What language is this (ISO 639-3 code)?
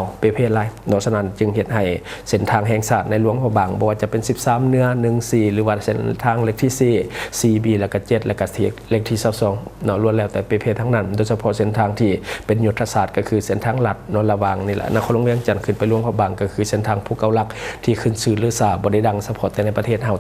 lao